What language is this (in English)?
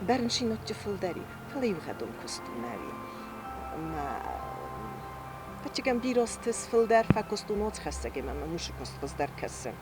Ossetic